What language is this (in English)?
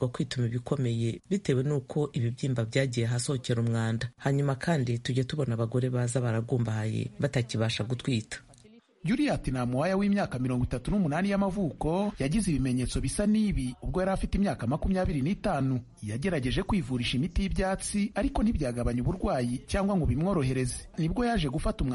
Kinyarwanda